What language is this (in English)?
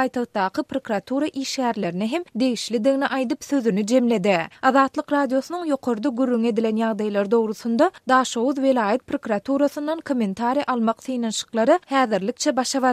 Turkmen